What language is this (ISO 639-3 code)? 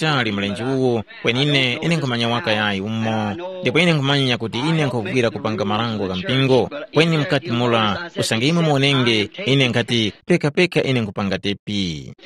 tum